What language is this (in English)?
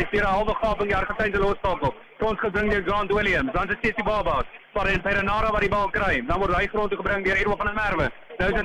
Afrikaans